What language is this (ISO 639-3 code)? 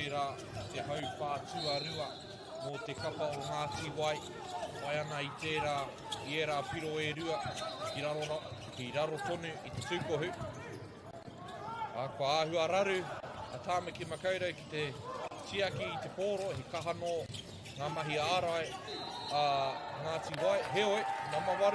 mri